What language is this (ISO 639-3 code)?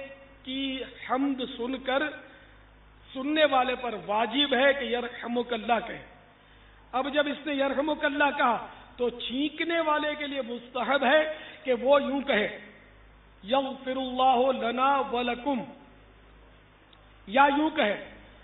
urd